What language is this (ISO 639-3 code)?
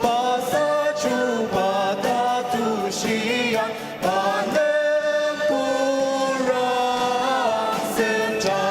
njo